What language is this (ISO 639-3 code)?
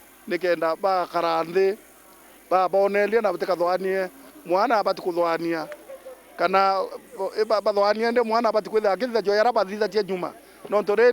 mer